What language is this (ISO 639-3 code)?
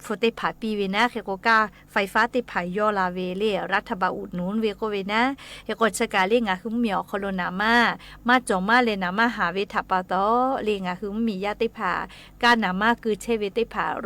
lhu